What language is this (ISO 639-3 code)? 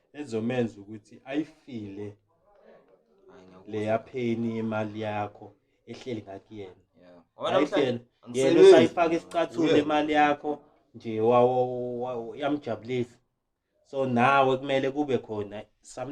zul